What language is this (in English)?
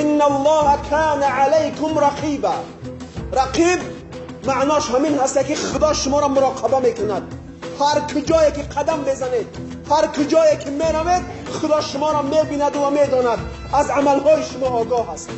Tajik